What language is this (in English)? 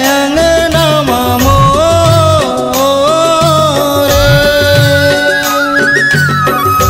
Chhattisgarhi